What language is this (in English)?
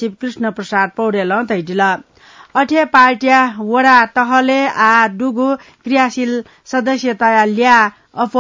Newari